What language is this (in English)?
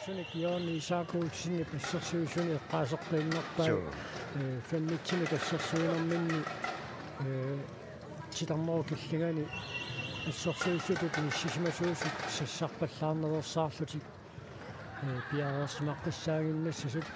Kalaallisut